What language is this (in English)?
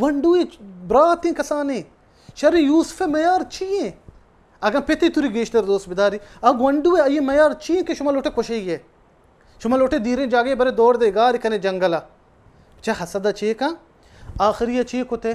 Baluchi